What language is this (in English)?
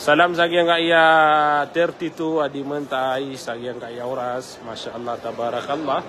Maranao